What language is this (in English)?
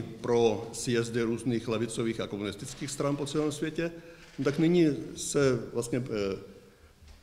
Czech